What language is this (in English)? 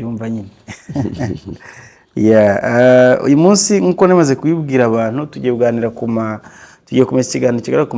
Kinyarwanda